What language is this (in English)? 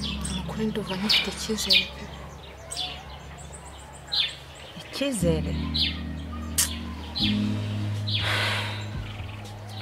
Kinyarwanda